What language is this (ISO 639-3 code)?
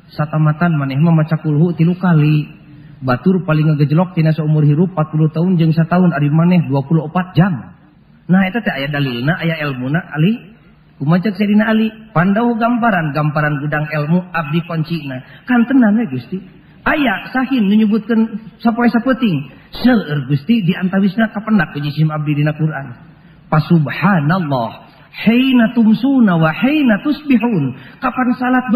sun